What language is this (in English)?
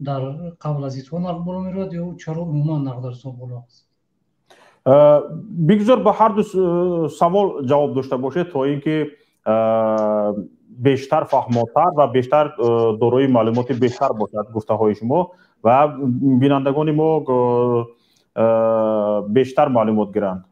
Tajik